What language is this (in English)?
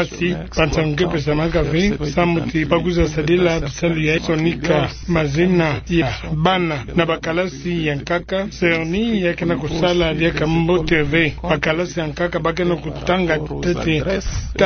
Kituba (Democratic Republic of Congo)